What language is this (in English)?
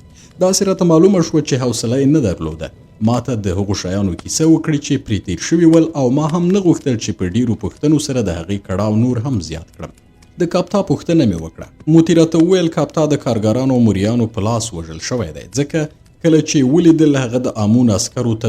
Pashto